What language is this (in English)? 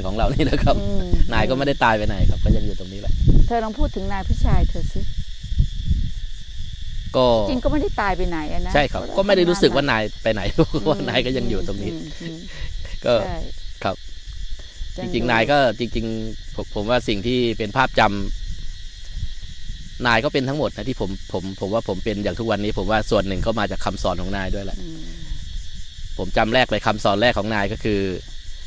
Thai